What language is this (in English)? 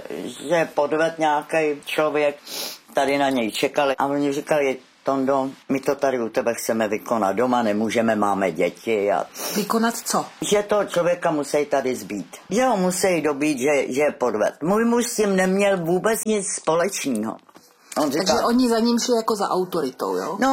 Czech